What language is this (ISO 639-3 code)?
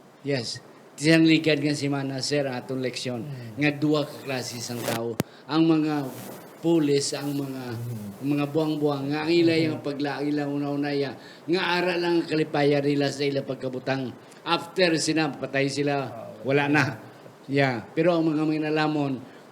hil